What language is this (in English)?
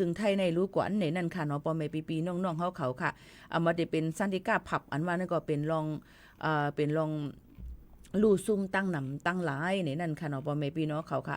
Shan